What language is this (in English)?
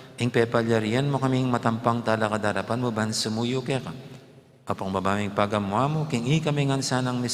Pampanga